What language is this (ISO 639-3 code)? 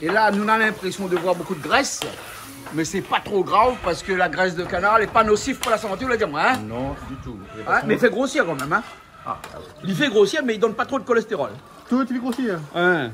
rcf